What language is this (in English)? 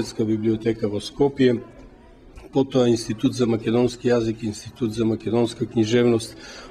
Macedonian